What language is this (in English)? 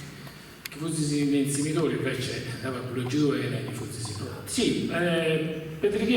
Sardinian